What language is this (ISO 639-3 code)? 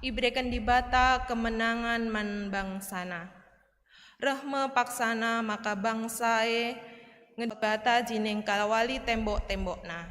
btx